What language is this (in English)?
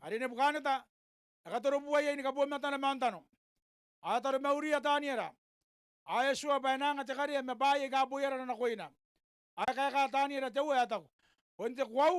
Gilbertese